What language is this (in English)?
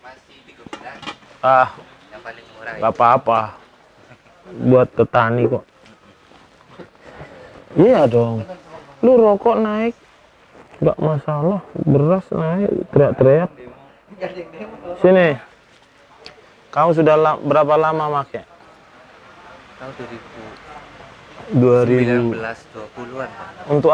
Indonesian